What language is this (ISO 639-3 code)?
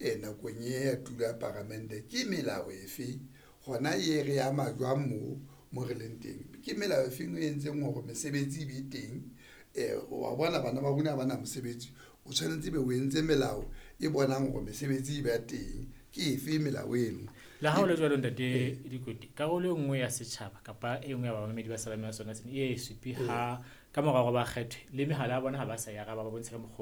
sot